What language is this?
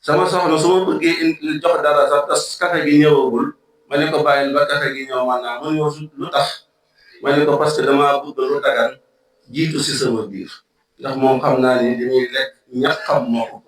Wolof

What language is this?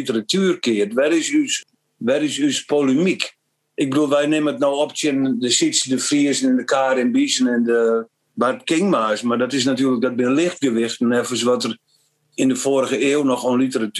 Western Frisian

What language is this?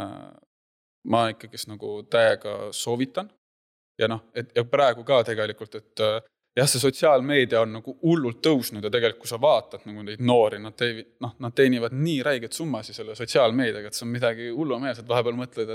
Estonian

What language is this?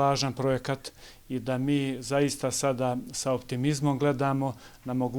Bosnian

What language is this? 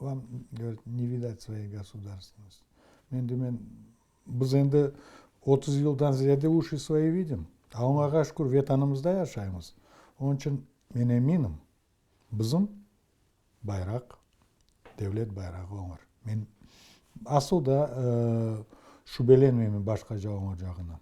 Crimean Tatar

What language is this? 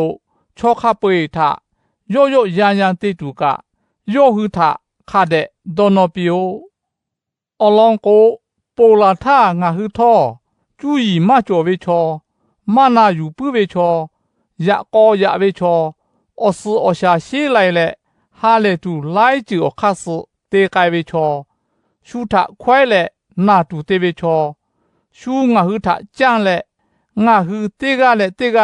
Lahu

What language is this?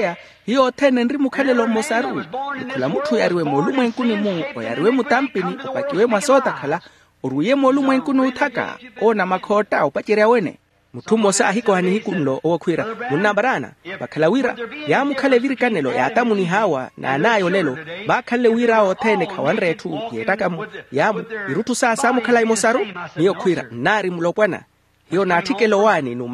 Makhuwa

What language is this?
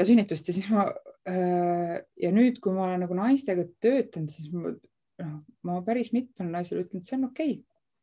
Estonian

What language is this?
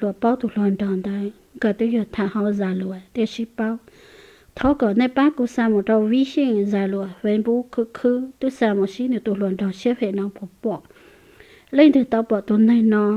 Hmong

